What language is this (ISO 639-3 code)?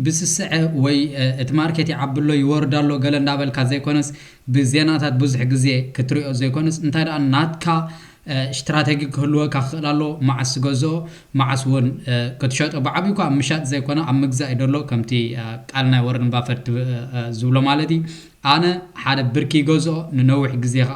tir